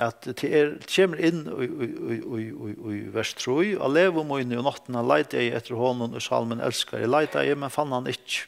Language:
Faroese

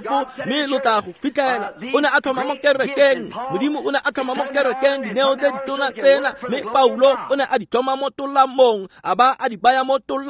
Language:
Tswana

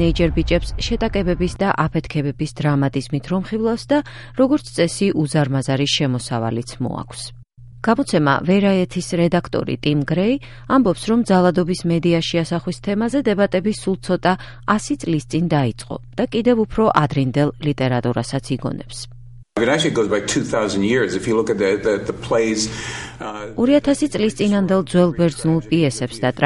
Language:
Georgian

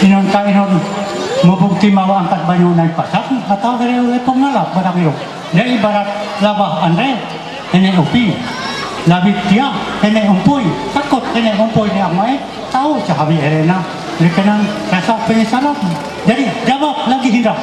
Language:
Ma'anyan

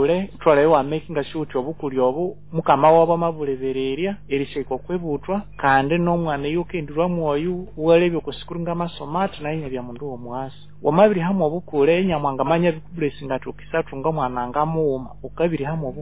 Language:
Nyoro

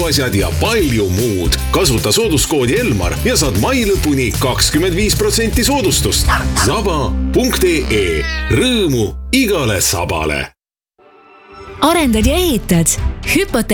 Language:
Estonian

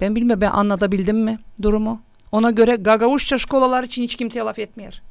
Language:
Gagauz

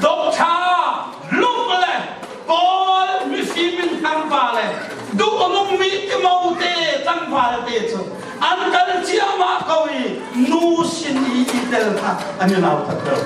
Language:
Hakha Chin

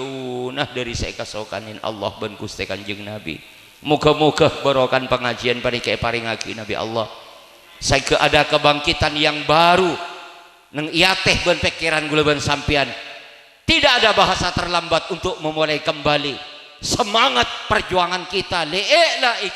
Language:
Madurese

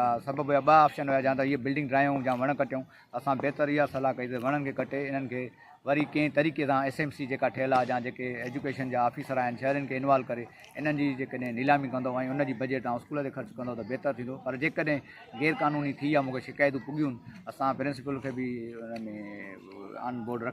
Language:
Sindhi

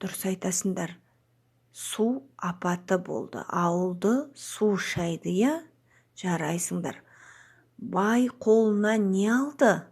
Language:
Kazakh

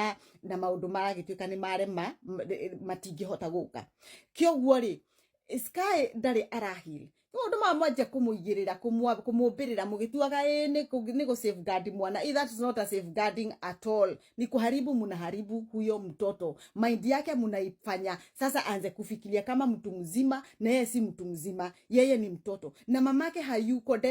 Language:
Kikuyu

